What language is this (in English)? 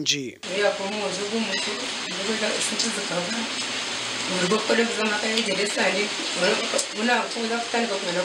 Nyankole